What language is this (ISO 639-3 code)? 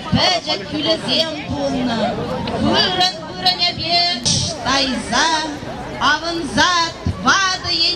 chv